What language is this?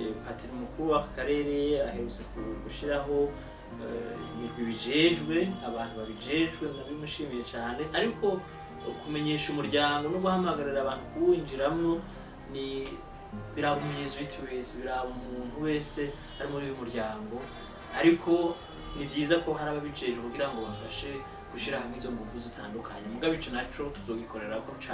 Rundi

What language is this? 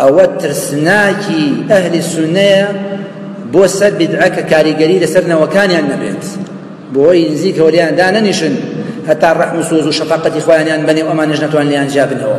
Central Kurdish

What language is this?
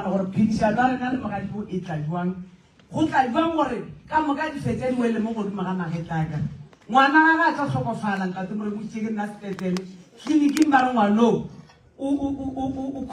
Northern Sotho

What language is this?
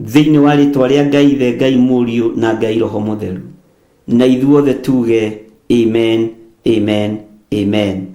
Kikuyu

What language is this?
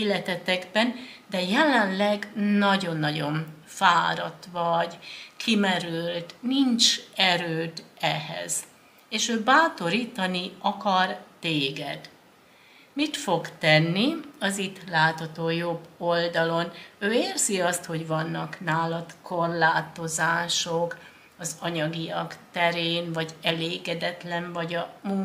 Hungarian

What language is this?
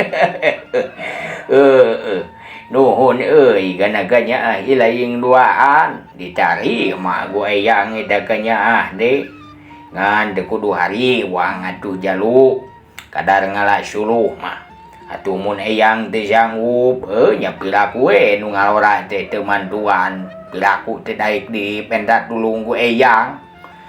Sundanese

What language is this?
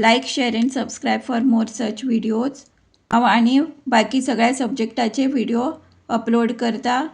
Konkani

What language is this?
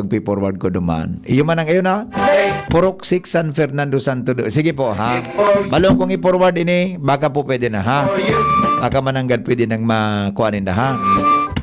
Bikol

